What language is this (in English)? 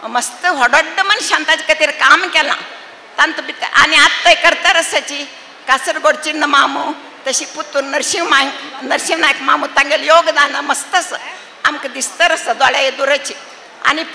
Konkani